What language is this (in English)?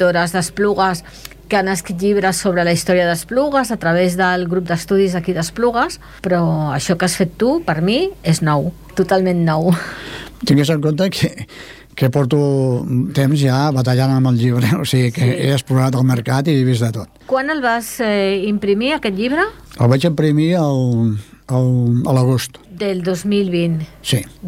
Catalan